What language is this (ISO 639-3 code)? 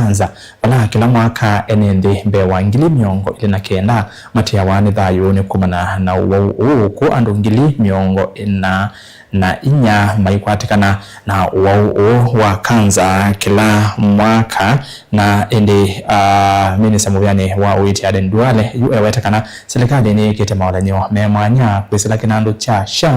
kam